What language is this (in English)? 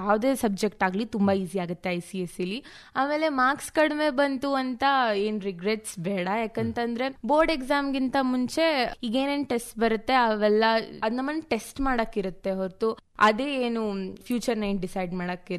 Kannada